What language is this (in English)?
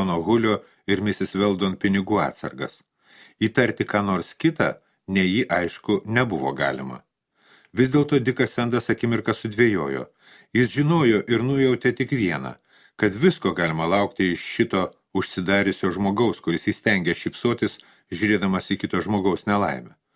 Lithuanian